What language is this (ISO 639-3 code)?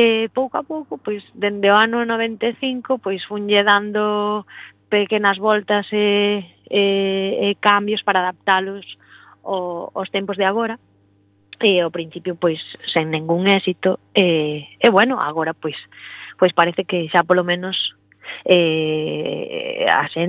glg